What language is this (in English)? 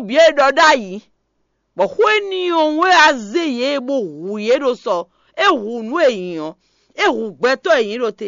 Fon